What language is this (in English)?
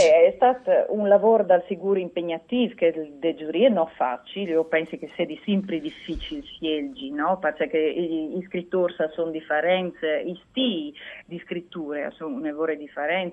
Friulian